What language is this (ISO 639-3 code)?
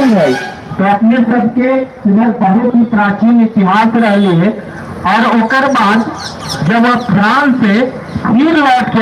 mag